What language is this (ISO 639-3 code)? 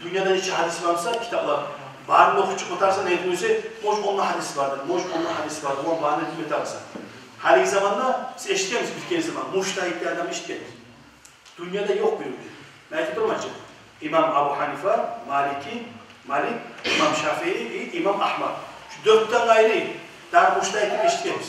kum